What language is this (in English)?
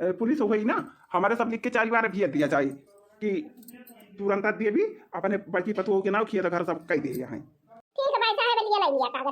Awadhi